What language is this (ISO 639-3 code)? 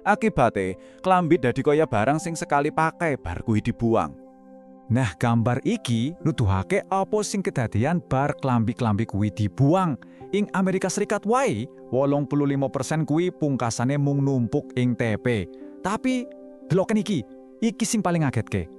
jav